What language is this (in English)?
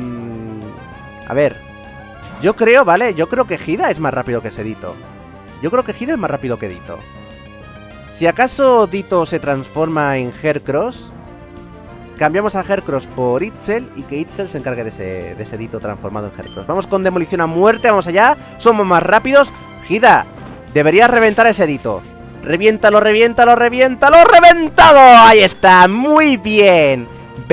Spanish